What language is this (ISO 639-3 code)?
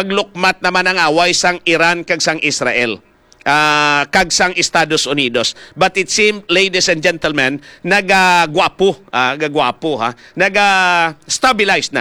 hil